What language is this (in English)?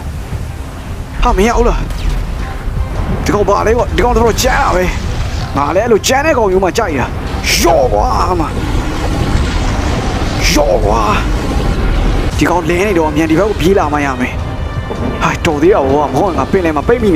Burmese